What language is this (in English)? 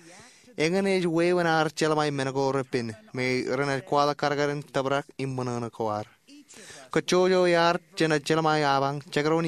Marshallese